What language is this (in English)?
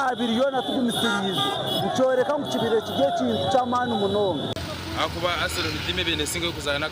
Nyankole